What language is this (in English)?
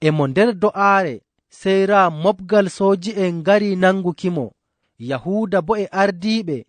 Fula